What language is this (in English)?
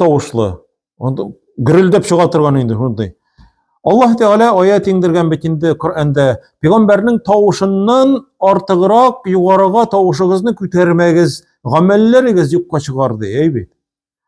Tatar